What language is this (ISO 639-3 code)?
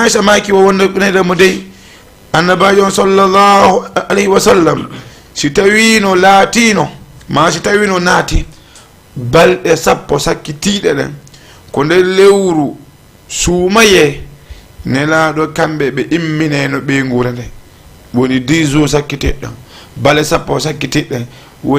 ful